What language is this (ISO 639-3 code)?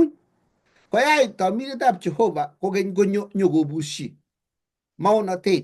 kln